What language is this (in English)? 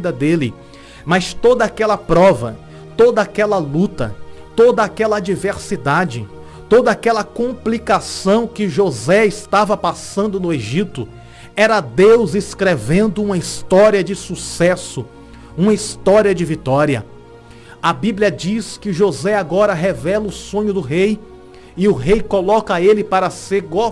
Portuguese